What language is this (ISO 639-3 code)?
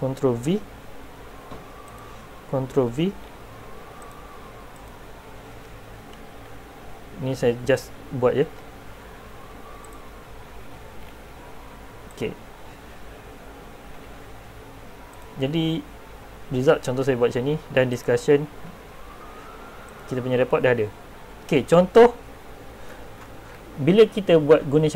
msa